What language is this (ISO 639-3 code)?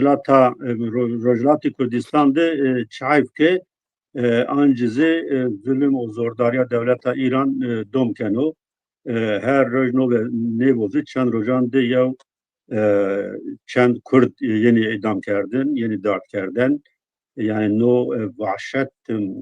zza